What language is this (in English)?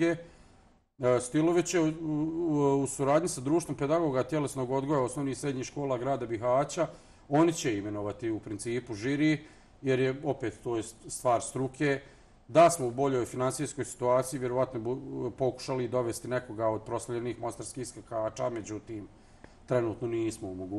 Bosnian